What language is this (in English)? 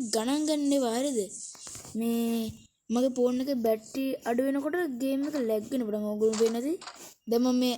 Sinhala